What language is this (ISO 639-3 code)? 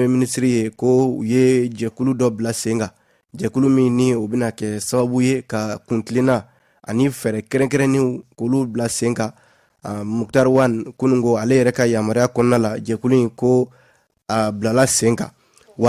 bam